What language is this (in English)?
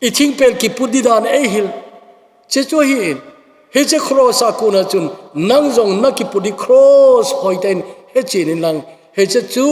Thado Chin